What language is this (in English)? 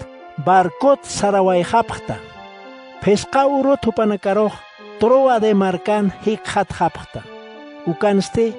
Aymara